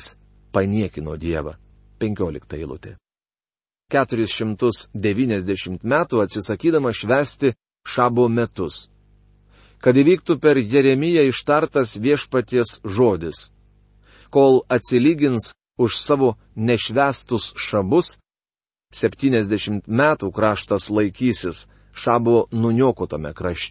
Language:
Lithuanian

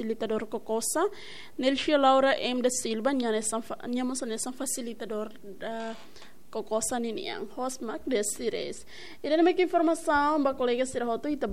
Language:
Tetum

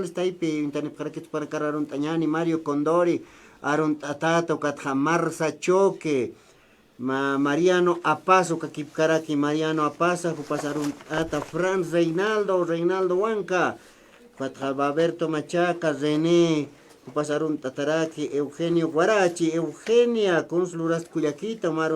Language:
Aymara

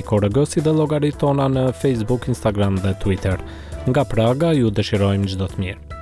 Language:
Albanian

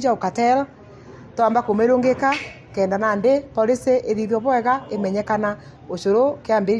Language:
Meru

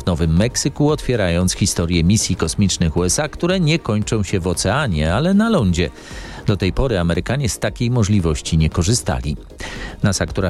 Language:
Polish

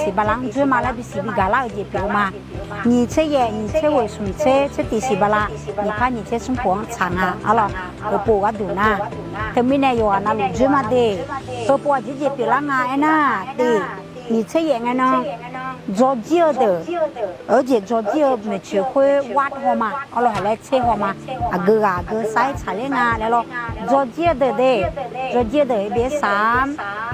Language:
Akha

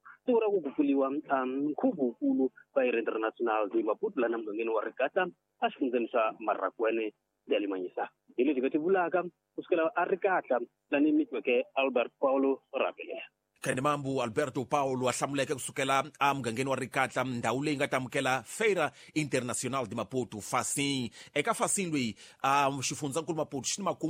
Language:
Tsonga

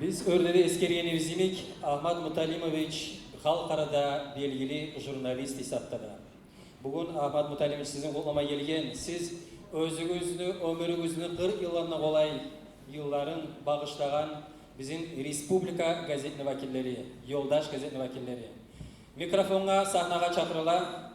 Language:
Kumyk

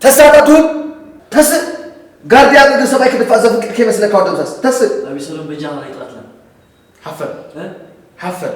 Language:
Tigrinya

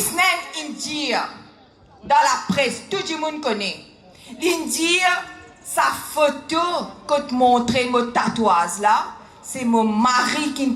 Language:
Morisyen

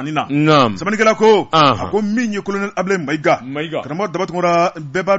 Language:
Bambara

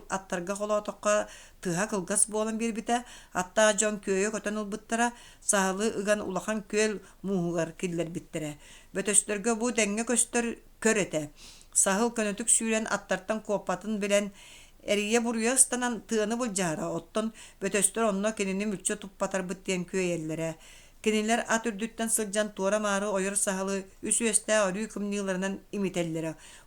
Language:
Yakut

